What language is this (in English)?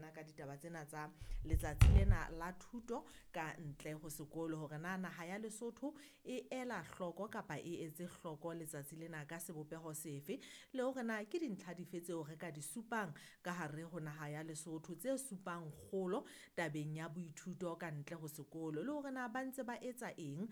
Southern Sotho